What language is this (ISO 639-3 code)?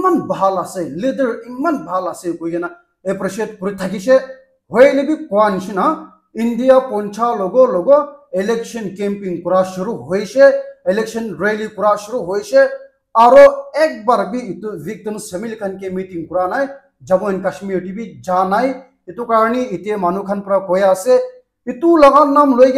nag